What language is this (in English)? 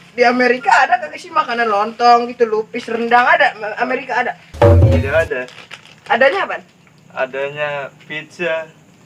Betawi